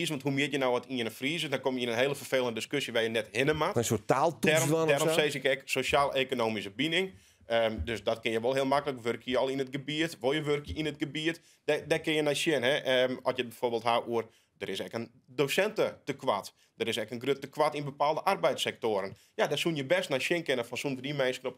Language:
Western Frisian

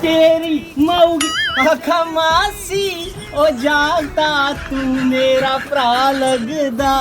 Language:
Dogri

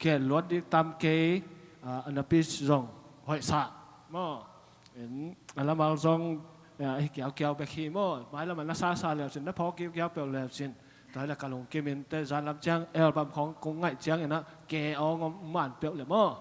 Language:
Tedim Chin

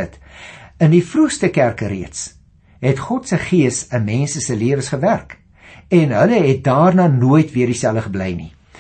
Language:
Afrikaans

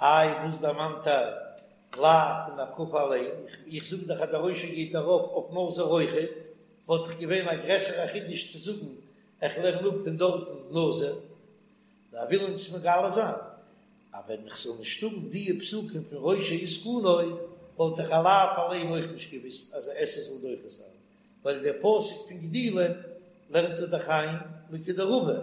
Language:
Yiddish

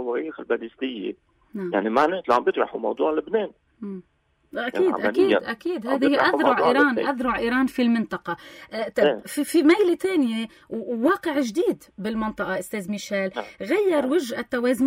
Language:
North Levantine Arabic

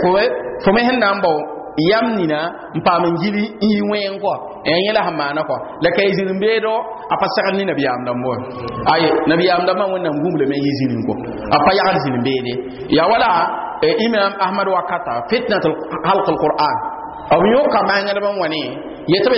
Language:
Mossi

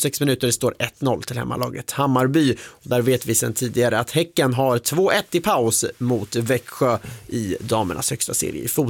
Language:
Swedish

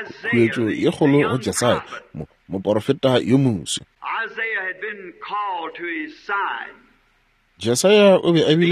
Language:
Northern Sotho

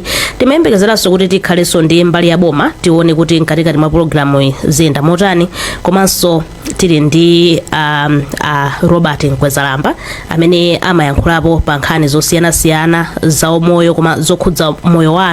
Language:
Nyanja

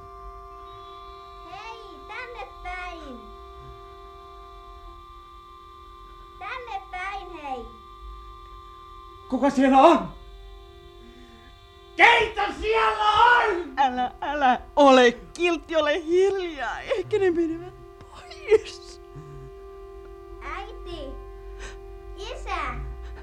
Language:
Finnish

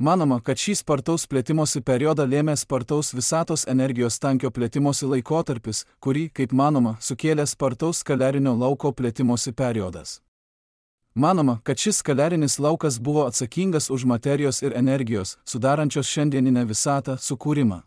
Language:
Lithuanian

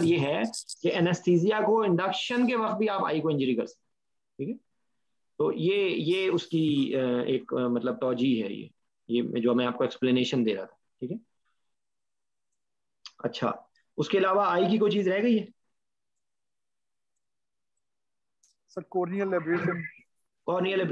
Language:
Hindi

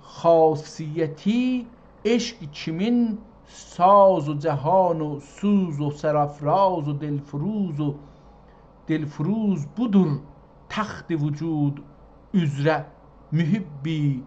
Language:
South Azerbaijani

